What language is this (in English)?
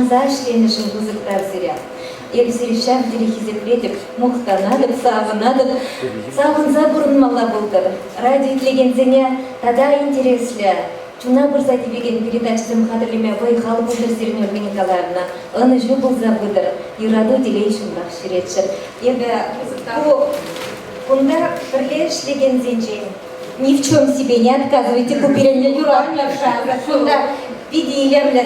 Chuvash